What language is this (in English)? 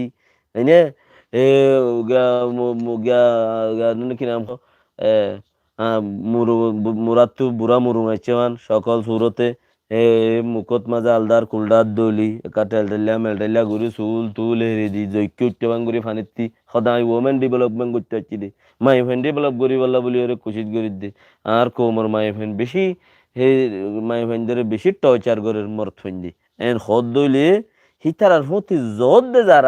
Rohingya